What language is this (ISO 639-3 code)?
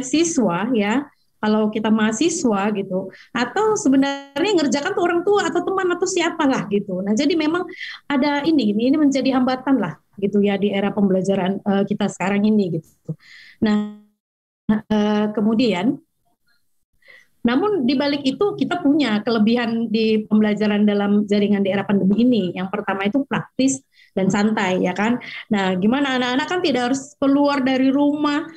ind